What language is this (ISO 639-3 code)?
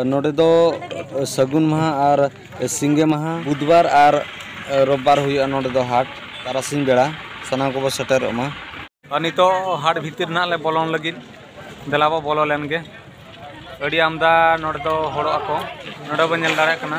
sat